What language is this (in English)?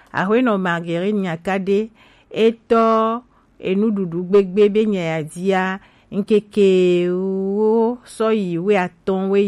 Gen